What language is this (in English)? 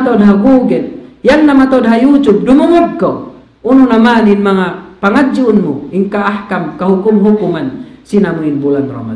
Tausug